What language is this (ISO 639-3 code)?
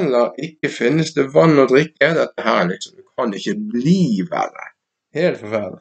nor